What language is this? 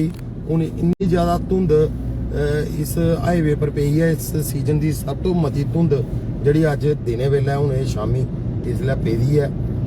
Dogri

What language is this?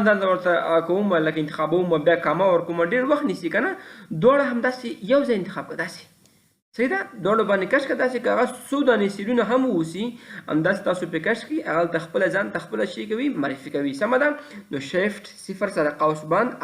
Pashto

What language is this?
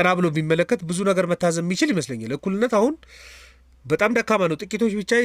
Amharic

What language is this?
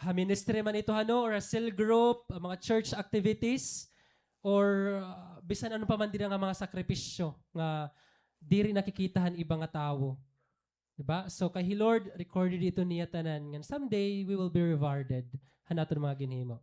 Waray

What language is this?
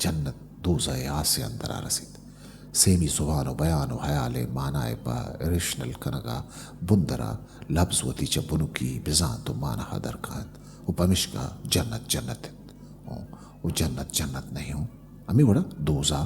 Eastern Balochi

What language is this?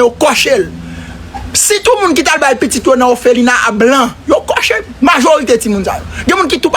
Haitian Creole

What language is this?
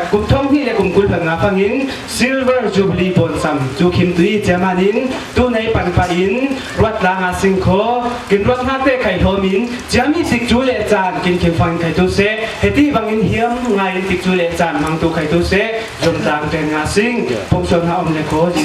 Falam Chin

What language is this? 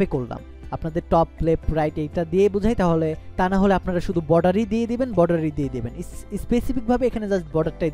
Bangla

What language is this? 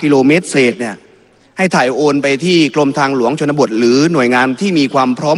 Thai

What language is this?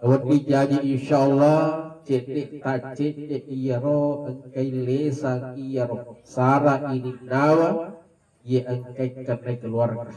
Buginese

